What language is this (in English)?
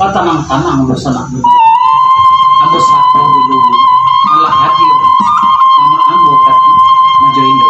Minangkabau